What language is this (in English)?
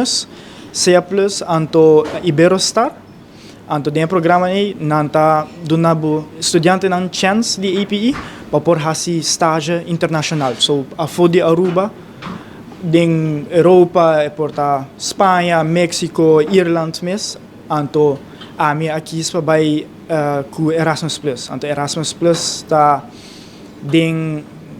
Papiamento